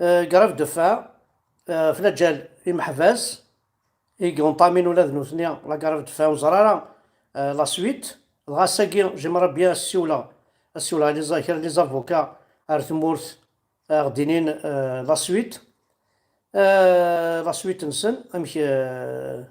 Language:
Kabyle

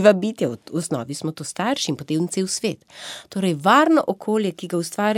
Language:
Slovenian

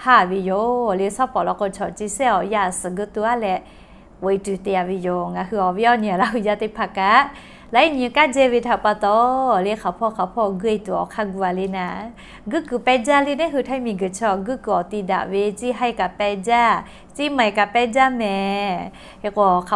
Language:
Lahu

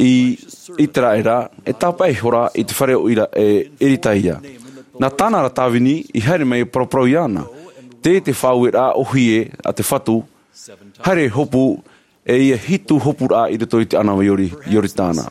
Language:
Tahitian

